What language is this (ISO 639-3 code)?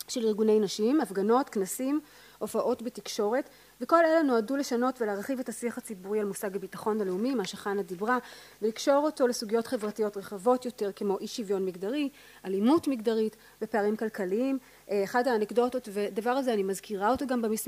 heb